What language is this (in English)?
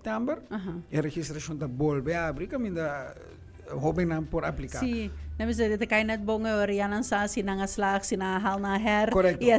Papiamento